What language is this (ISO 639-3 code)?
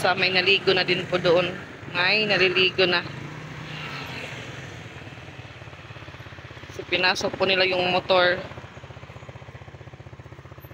fil